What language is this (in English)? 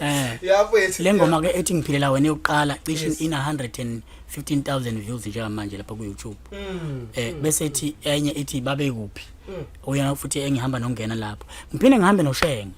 Zulu